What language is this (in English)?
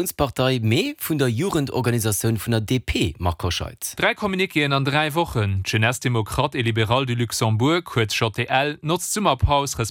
Luxembourgish